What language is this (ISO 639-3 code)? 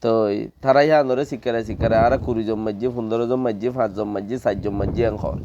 rhg